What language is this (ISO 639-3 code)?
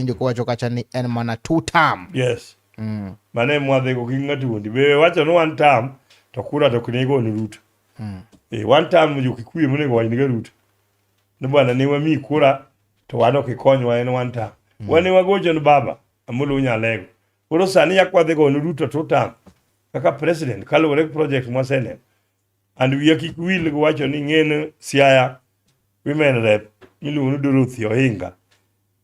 luo